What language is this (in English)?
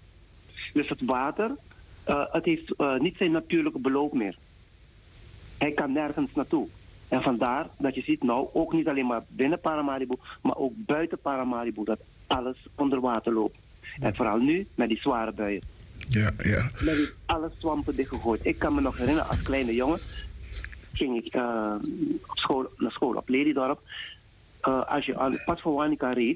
Dutch